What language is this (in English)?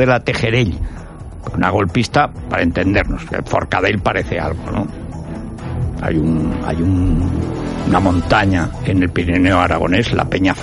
Spanish